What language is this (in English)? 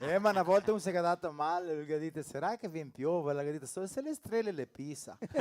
Venetian